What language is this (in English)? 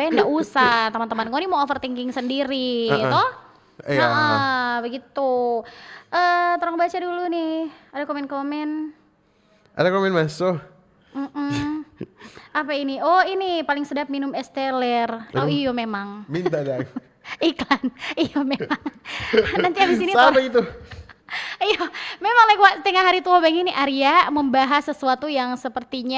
Manado Malay